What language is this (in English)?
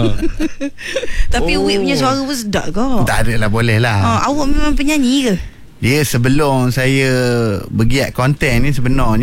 Malay